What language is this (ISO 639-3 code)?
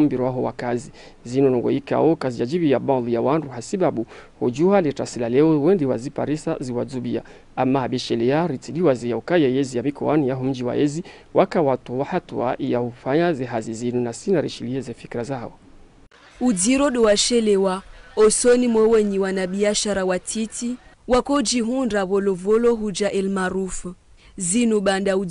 zdj